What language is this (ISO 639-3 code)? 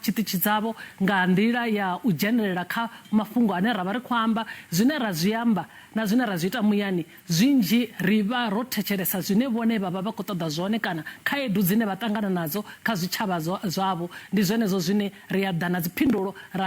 ven